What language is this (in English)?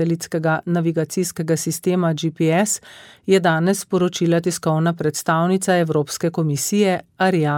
Slovenian